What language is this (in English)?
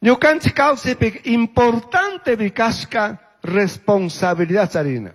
Chimborazo Highland Quichua